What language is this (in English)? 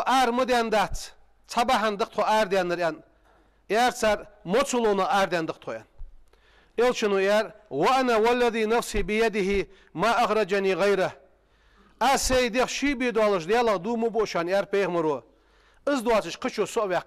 Ingush